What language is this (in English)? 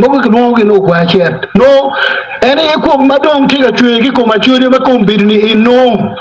Acoli